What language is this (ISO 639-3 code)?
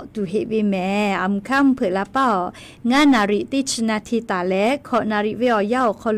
lhu